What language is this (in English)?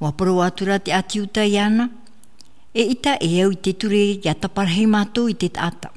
Tahitian